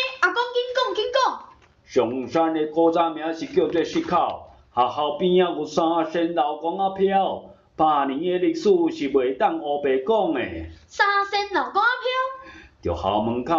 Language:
Min Nan Chinese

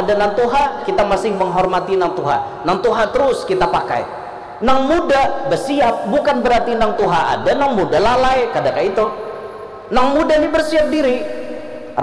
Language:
Banjar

